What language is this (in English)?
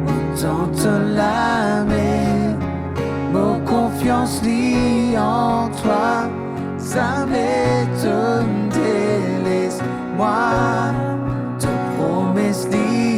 Morisyen